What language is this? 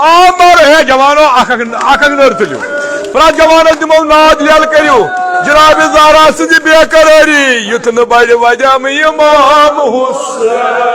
Kashmiri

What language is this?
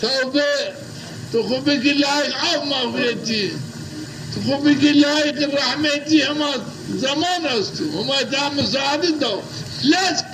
Zaza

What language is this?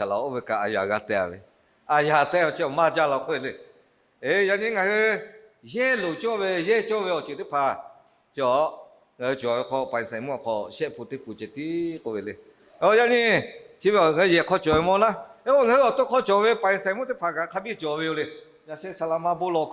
Lahu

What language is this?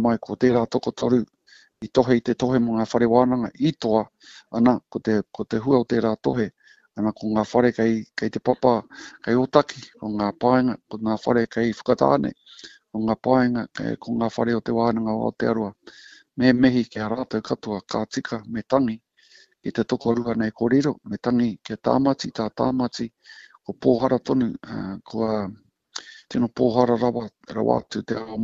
Māori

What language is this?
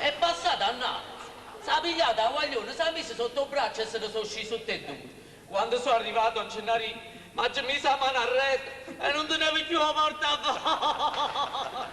Neapolitan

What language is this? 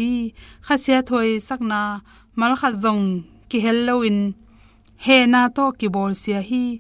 Tedim Chin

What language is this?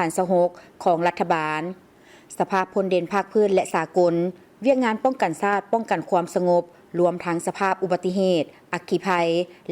Lao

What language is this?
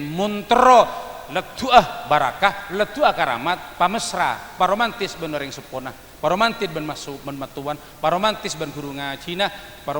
Madurese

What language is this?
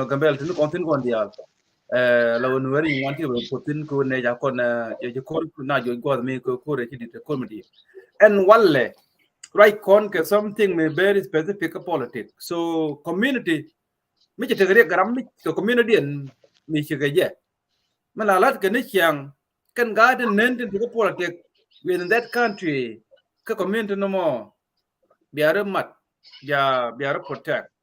Nuer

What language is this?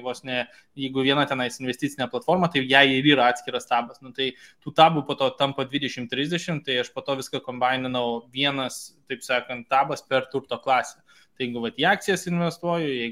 Lithuanian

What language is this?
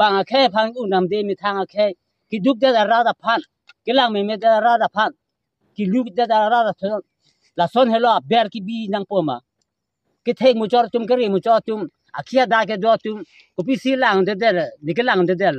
Karbi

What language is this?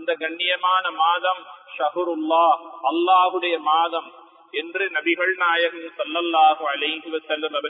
Tamil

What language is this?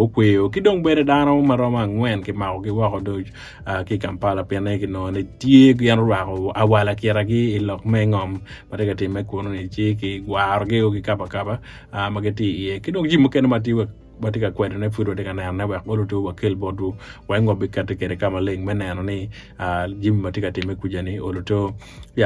Acoli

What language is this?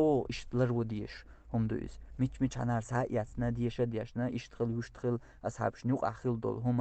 Chechen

